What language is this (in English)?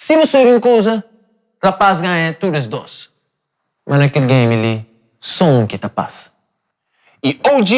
Kabuverdianu